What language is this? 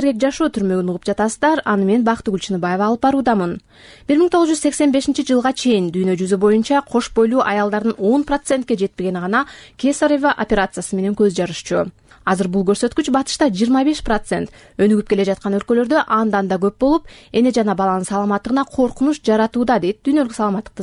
Kyrgyz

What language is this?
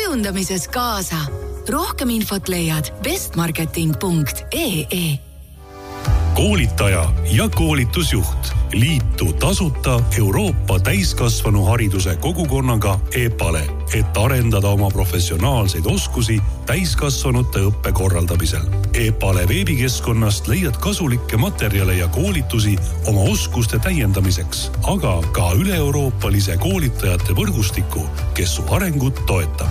Estonian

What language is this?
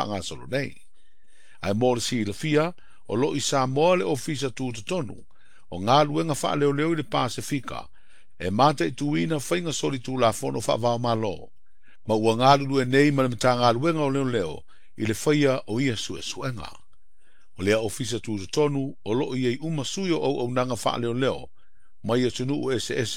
Samoan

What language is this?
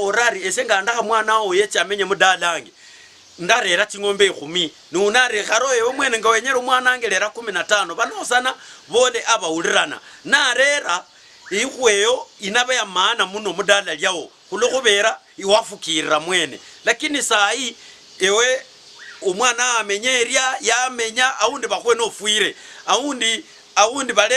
Luyia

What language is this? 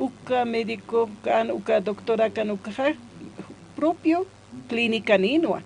Aymara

